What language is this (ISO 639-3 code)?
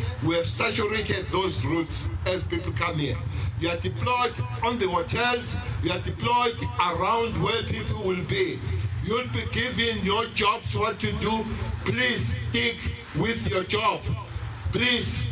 eng